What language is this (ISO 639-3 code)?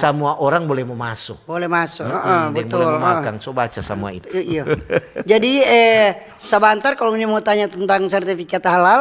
xmm